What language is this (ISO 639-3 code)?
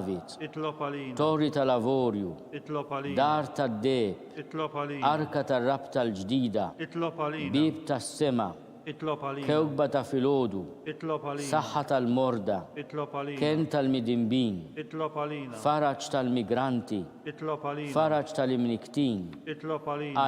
mlt